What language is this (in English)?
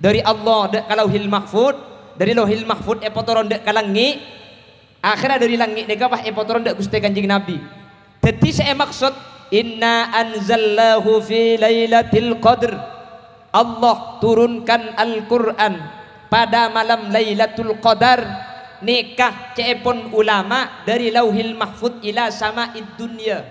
Madurese